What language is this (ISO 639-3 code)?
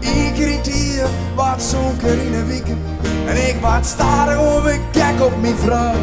fry